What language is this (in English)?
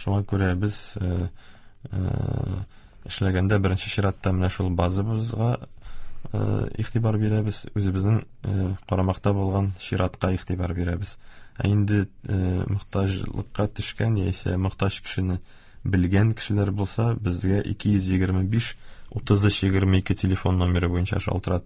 Tatar